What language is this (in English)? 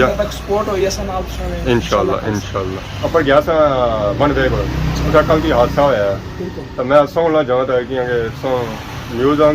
Pahari-Potwari